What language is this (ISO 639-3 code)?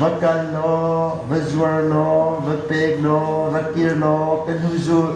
cnh